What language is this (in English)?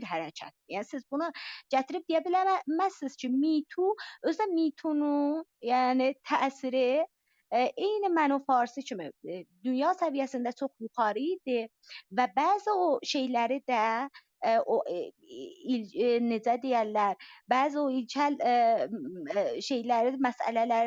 South Azerbaijani